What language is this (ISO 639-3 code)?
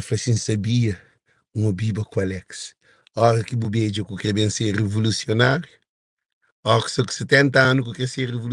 kea